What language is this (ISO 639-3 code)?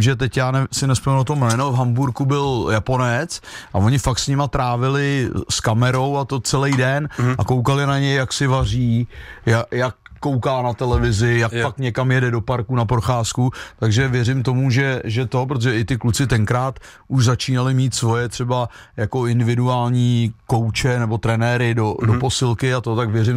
ces